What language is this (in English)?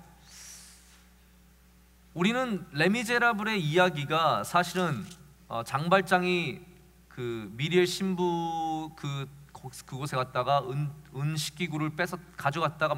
Korean